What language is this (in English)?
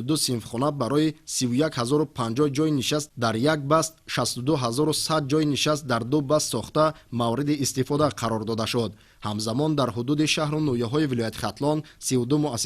Tajik